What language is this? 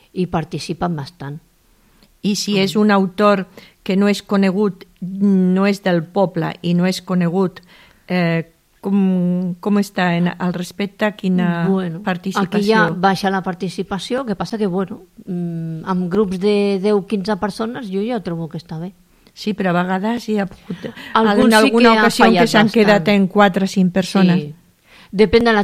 Catalan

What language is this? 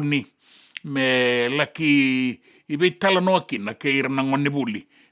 Fijian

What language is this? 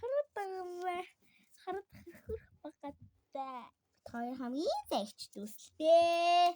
Mongolian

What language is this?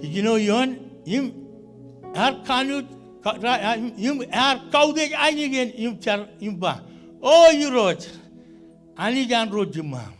Marshallese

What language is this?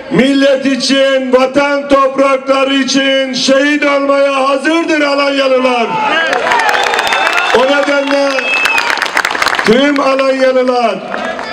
Turkish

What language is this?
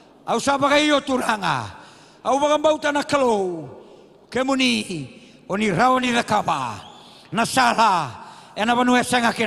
Fijian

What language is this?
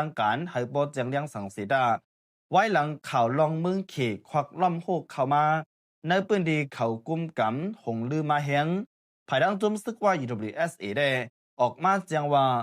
Shan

